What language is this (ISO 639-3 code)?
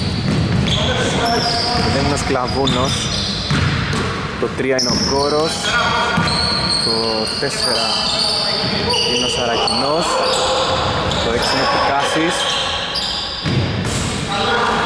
ell